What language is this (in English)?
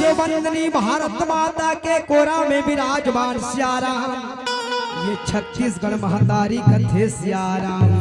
Chhattisgarhi